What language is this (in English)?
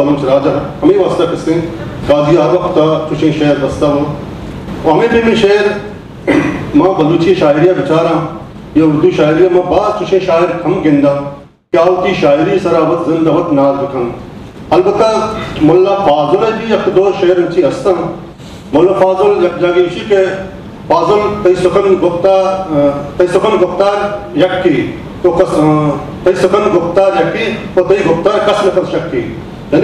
Baluchi